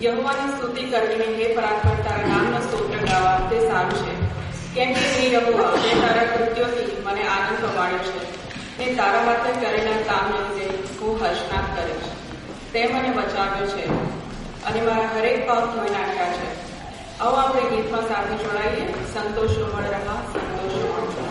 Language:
Gujarati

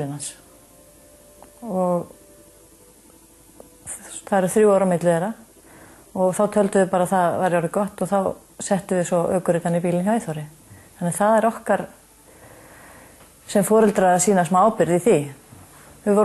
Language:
Icelandic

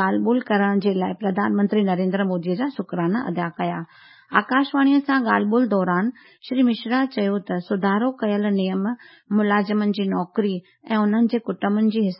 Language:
Sindhi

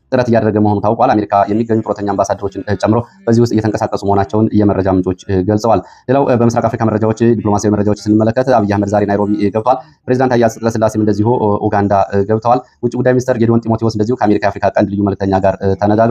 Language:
Amharic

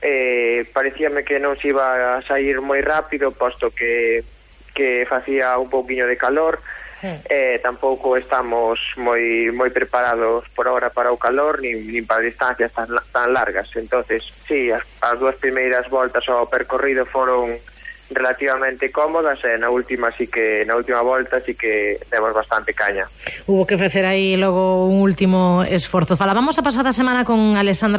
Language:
Galician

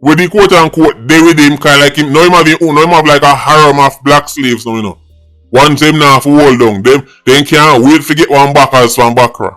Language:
Jamaican Creole English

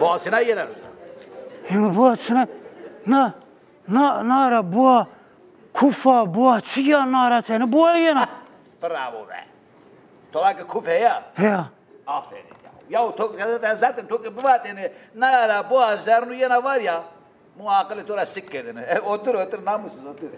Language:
Zaza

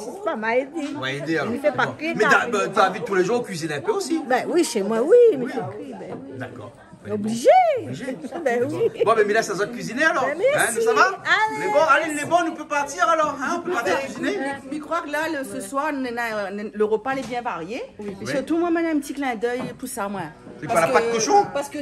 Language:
Réunion Creole French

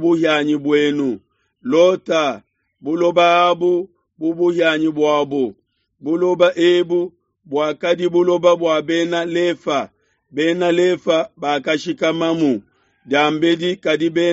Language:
Luba-Lulua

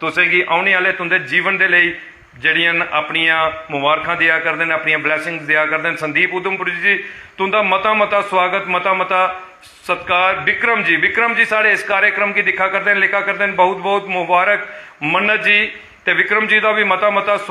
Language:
Dogri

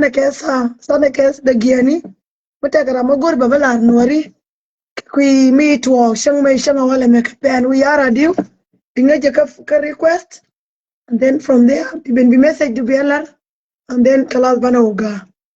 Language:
Nuer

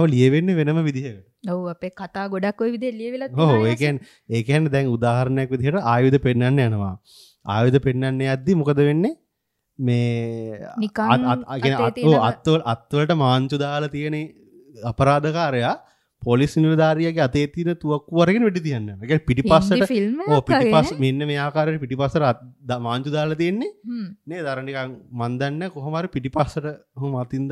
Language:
Sinhala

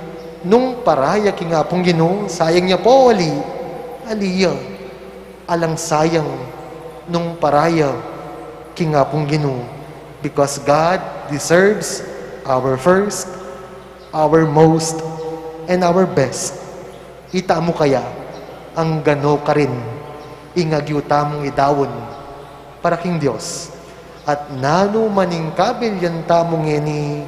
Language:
Pampanga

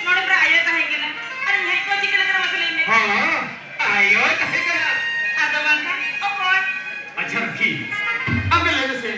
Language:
Santali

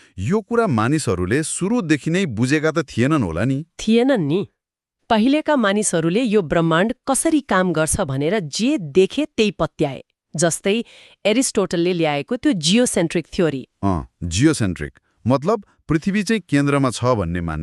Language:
Nepali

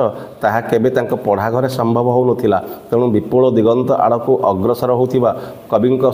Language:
Odia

